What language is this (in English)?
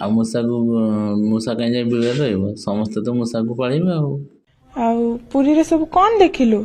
Odia